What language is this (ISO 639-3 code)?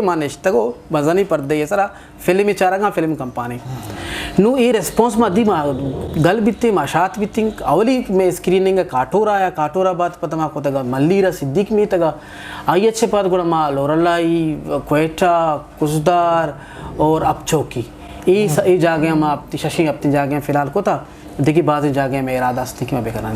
bgp